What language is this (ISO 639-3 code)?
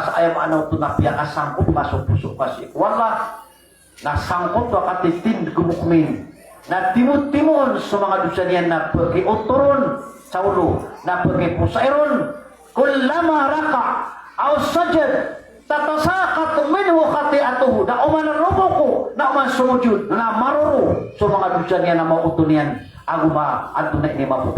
mrw